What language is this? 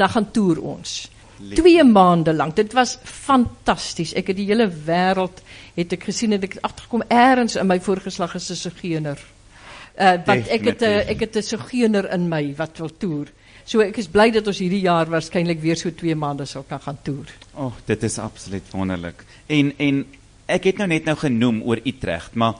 Afrikaans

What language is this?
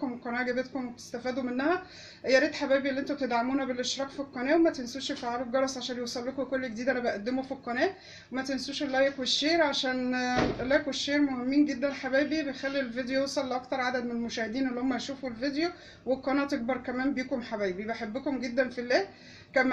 Egyptian Arabic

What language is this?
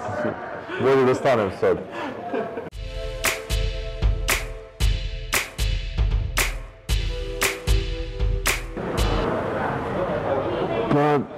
Serbian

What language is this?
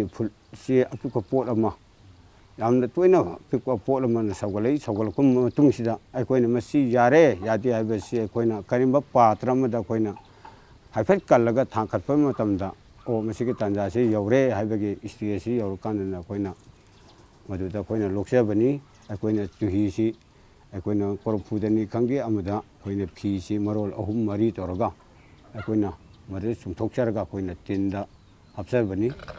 Manipuri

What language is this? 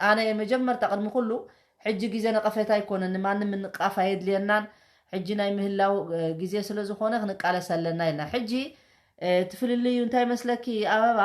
Tigrinya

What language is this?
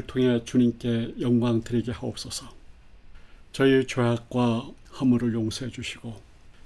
Korean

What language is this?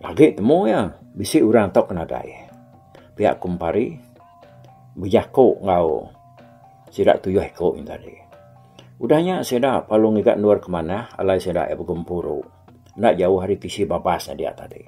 Iban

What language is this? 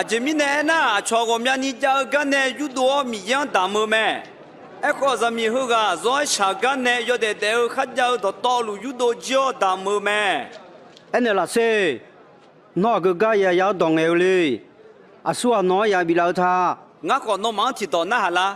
Akha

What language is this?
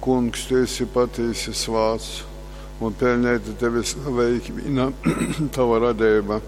Latgalian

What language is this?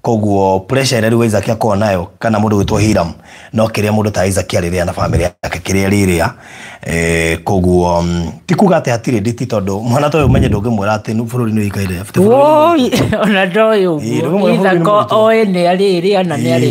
Kikuyu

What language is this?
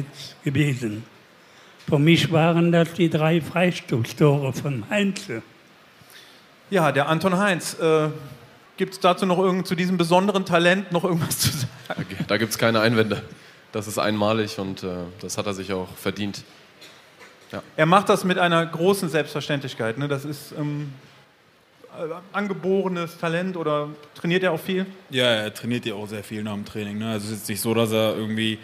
German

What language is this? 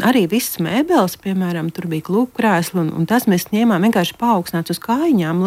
Latvian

